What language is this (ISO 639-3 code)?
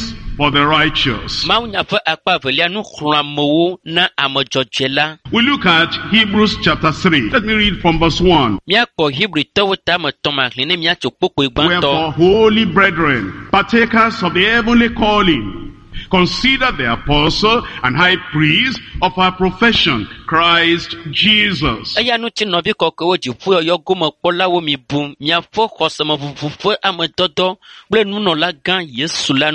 ewe